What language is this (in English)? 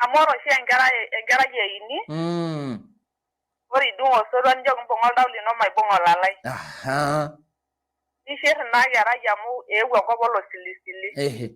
Masai